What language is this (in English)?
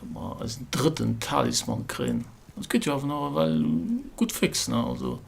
Luxembourgish